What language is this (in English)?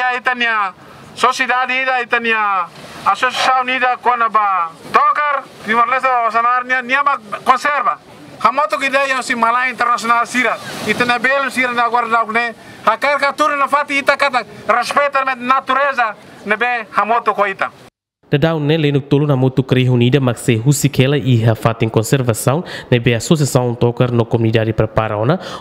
Tetum